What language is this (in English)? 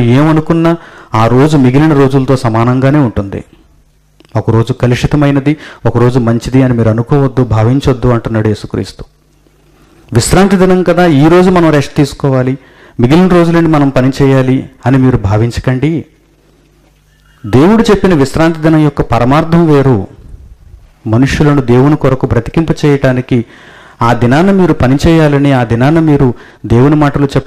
Telugu